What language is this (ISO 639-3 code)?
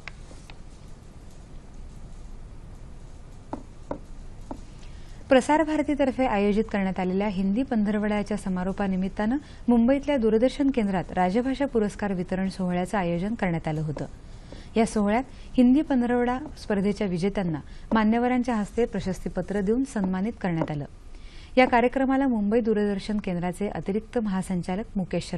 mar